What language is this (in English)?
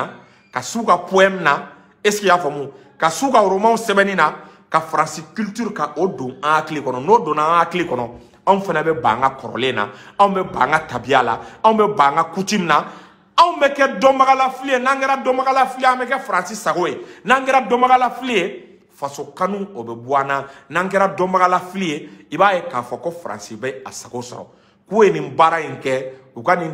Bambara